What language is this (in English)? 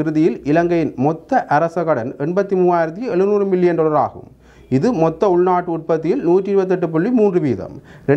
Tamil